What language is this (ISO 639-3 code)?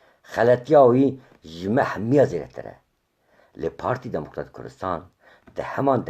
kur